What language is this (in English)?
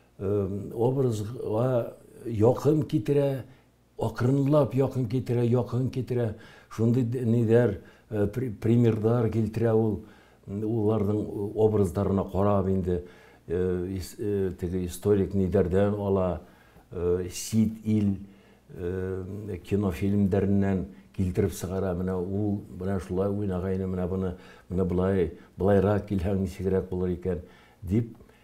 Bashkir